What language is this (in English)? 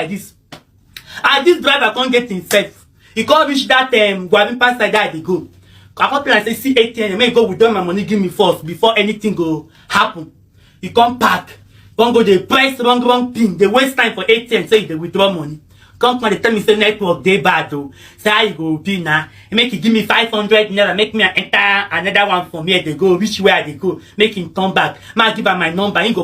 Nigerian Pidgin